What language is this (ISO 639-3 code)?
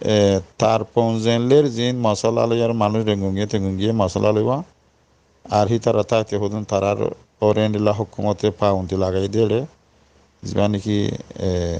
rhg